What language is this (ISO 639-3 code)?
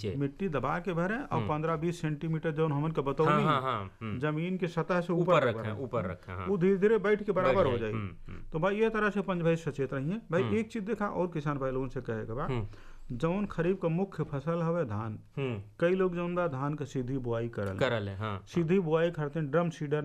bho